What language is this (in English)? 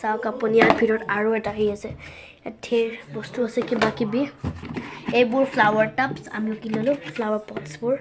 Assamese